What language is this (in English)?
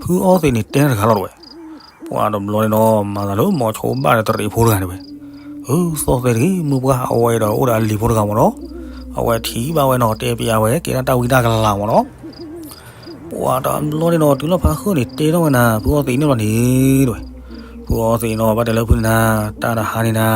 S'gaw Karen